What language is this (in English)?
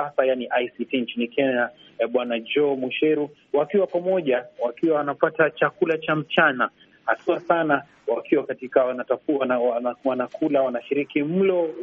Swahili